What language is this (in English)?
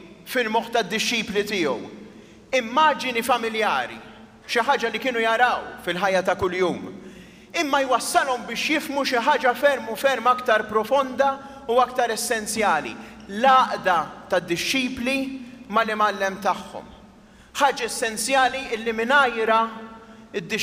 Maltese